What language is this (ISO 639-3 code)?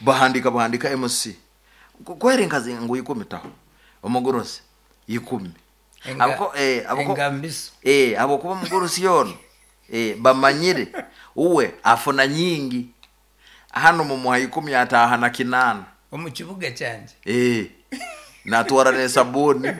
nyn